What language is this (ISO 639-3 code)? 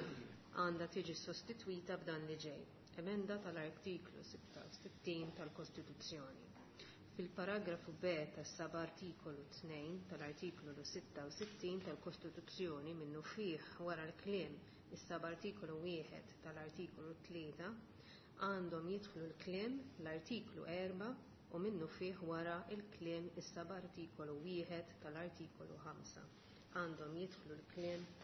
mlt